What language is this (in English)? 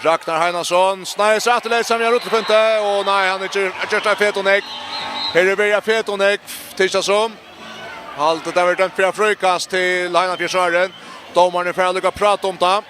Faroese